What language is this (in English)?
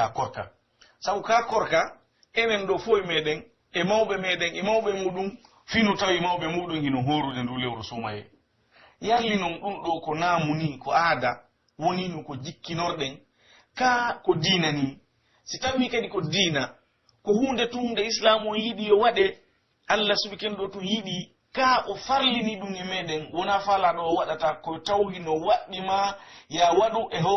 Pular